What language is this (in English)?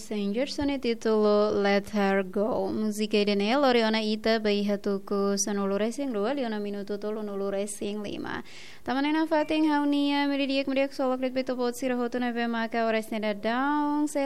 Tetum